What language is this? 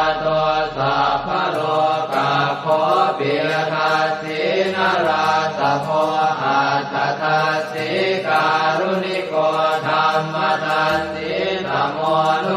Pali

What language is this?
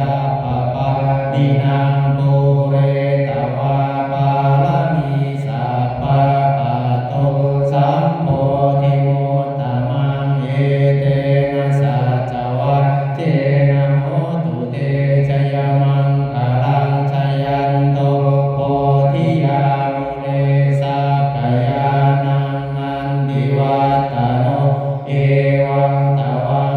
Pali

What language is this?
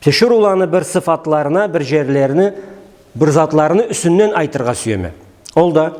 Karachay-Balkar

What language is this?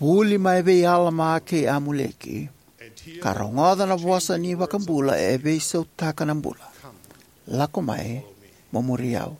Fijian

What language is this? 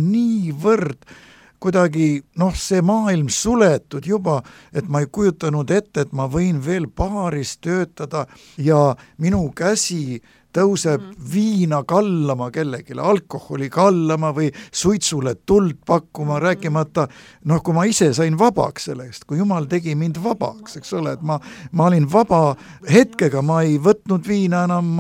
Estonian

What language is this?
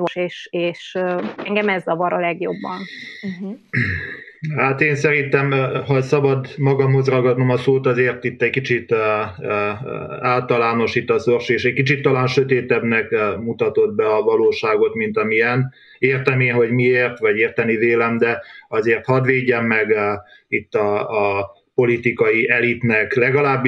Hungarian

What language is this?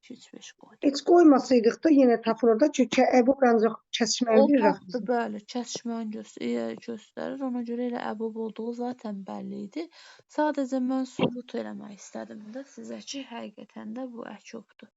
Azerbaijani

